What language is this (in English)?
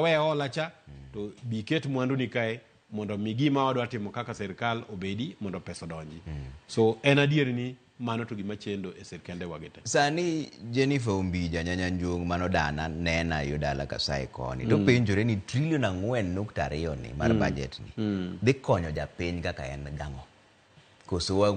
Luo (Kenya and Tanzania)